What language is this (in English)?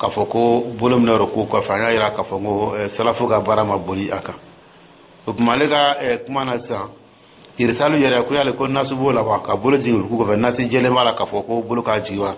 Dyula